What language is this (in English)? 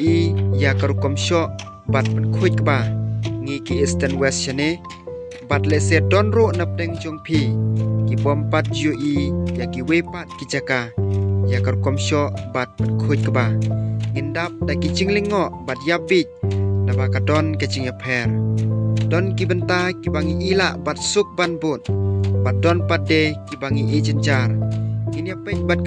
Khasi